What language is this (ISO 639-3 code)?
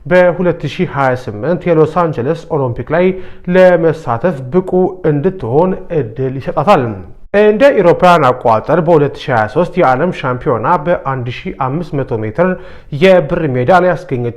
amh